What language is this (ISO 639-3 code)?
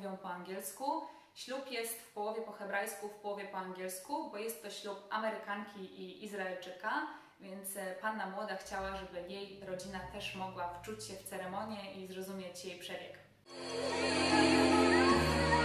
pol